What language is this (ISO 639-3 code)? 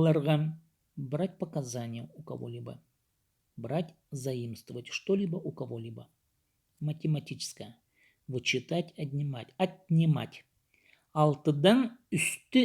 kjh